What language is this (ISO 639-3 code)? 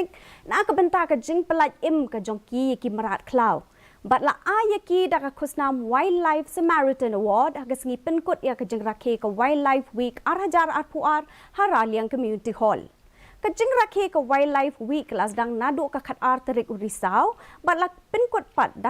kha